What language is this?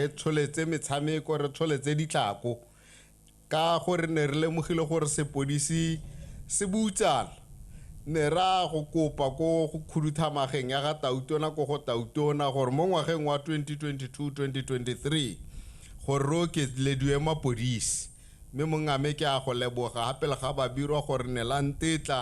Tswana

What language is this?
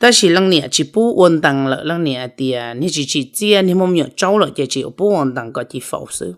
Hmong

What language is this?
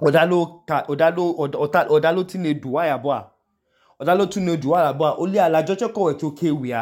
Idoma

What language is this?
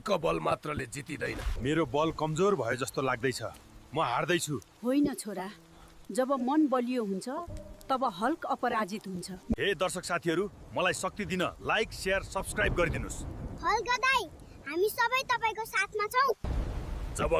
Nepali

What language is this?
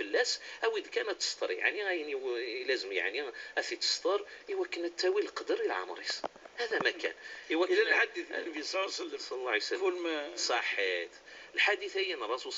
Kabyle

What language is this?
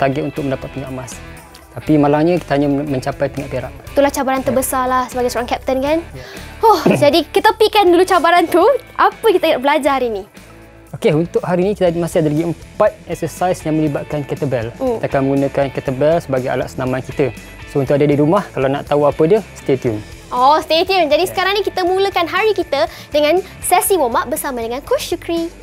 Malay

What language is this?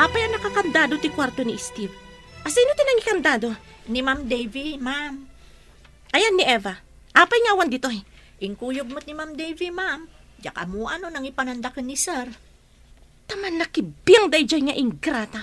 Iloko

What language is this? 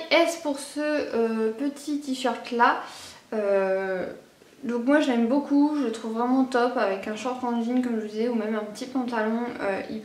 French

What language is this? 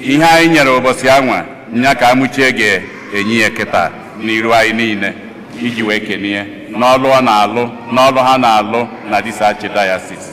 Igbo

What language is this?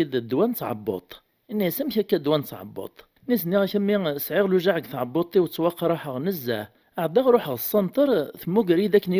Kabyle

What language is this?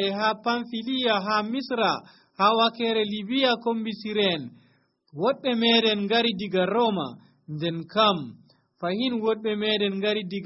Nigerian Fulfulde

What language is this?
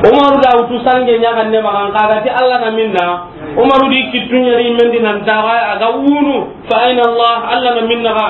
Soninke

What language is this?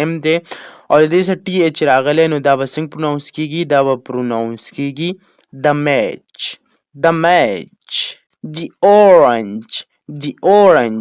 Pashto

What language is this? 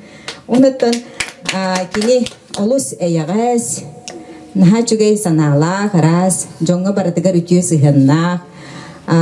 Yakut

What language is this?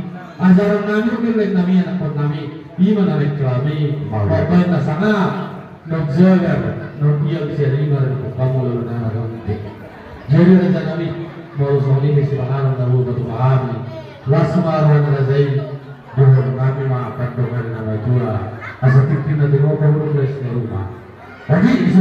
Batak Toba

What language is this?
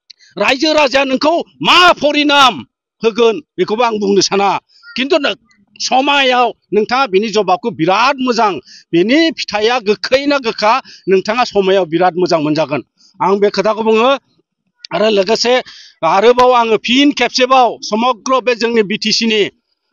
Bodo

